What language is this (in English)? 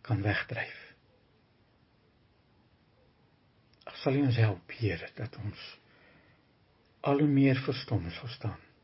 Afrikaans